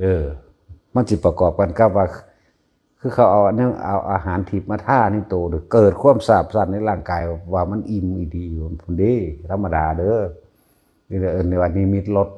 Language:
Northeastern Thai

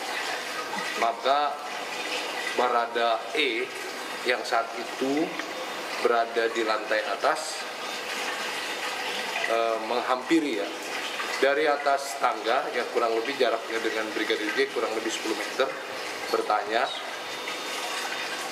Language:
Indonesian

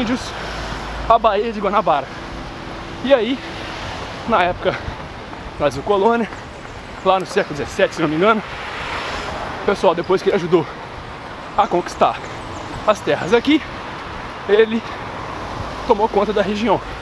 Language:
Portuguese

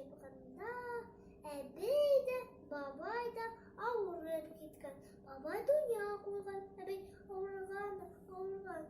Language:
Bashkir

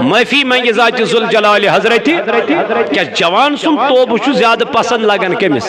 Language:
Kashmiri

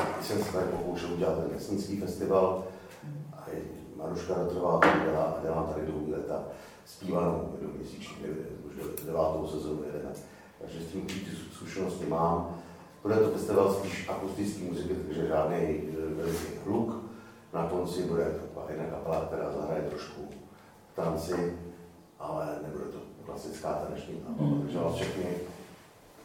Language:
Czech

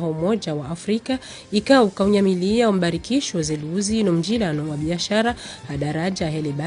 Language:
Ngazidja Comorian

